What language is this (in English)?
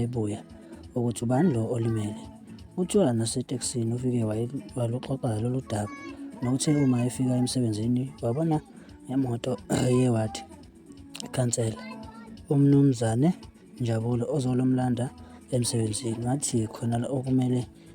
Zulu